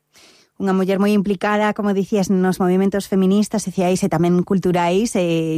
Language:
Galician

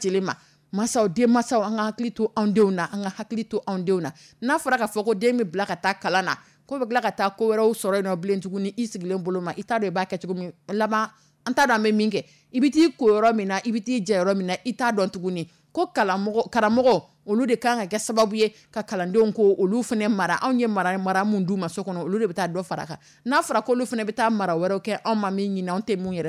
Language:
Dyula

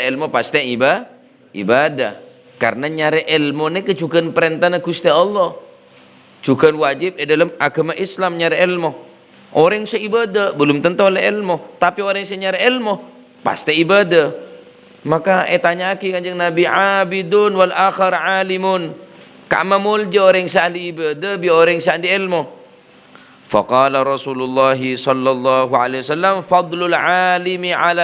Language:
Madurese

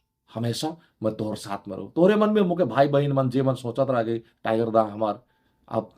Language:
Sadri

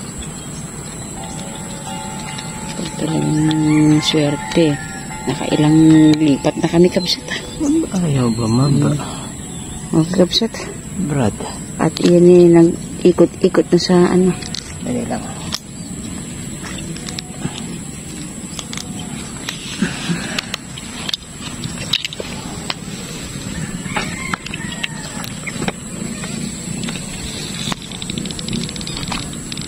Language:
Filipino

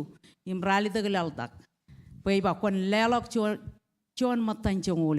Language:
Marshallese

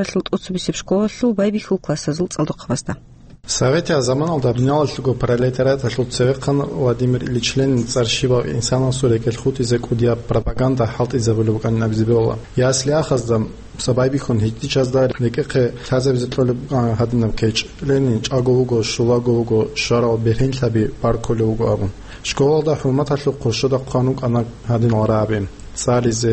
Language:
Avaric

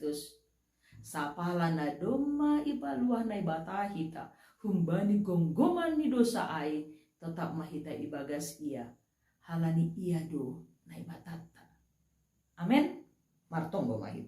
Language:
Batak Simalungun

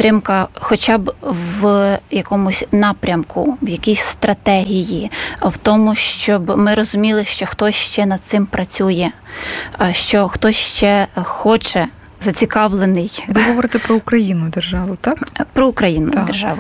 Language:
Ukrainian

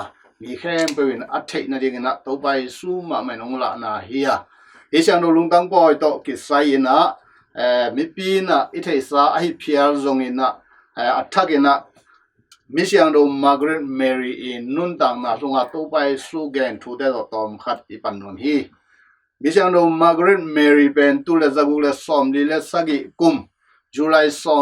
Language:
Tedim Chin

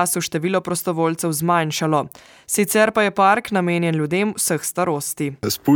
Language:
Slovenian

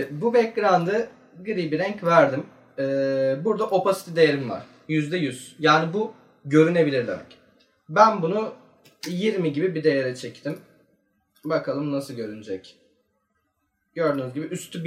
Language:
Turkish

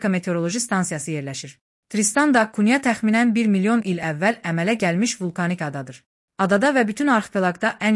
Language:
Azerbaijani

